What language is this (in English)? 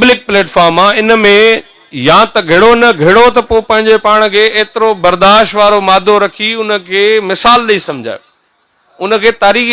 Sindhi